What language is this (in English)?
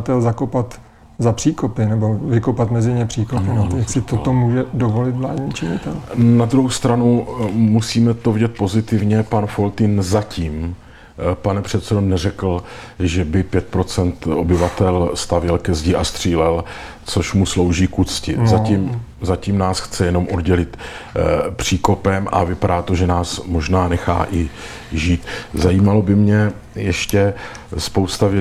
Czech